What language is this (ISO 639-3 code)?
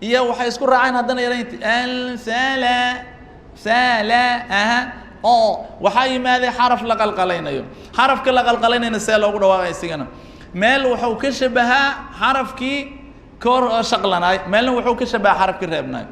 som